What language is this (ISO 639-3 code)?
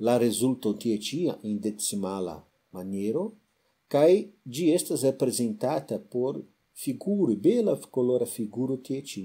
epo